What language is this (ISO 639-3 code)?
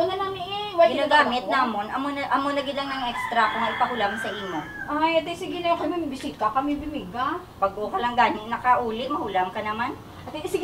hil